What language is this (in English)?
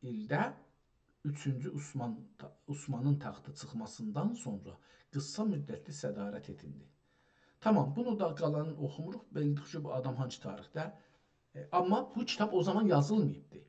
South Azerbaijani